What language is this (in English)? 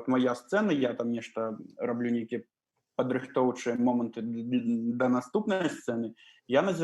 Belarusian